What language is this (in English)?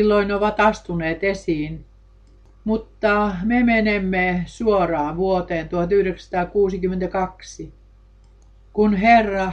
Finnish